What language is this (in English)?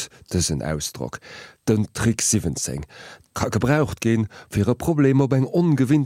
Luxembourgish